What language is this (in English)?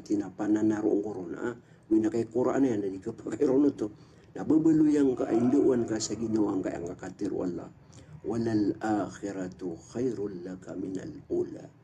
Maranao